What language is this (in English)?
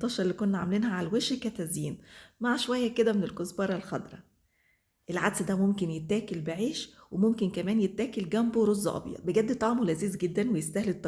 Egyptian Arabic